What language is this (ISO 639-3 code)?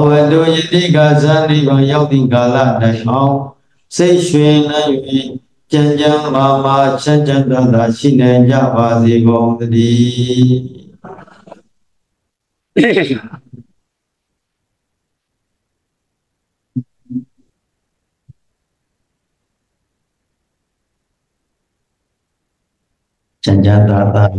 mya